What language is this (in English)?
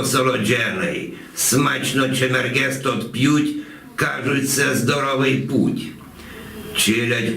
Rusyn